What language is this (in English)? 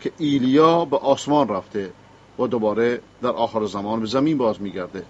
Persian